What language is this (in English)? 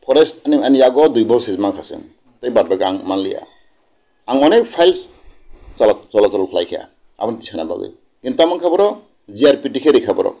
Kok Borok